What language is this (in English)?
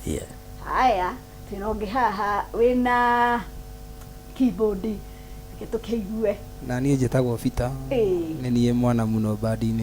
Kikuyu